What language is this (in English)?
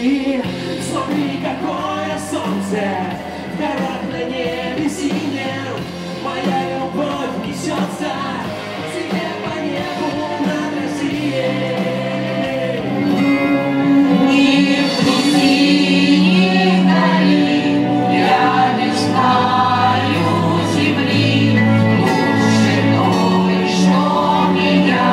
Russian